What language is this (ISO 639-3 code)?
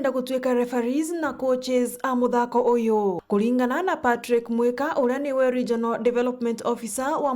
mer